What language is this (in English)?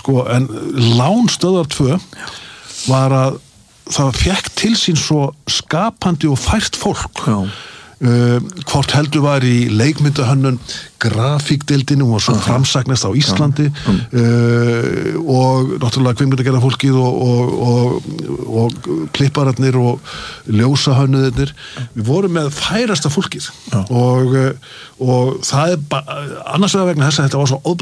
Icelandic